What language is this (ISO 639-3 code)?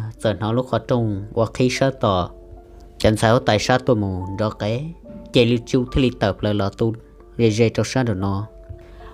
hmn